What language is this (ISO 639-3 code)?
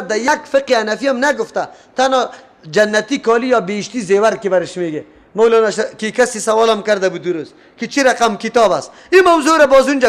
fas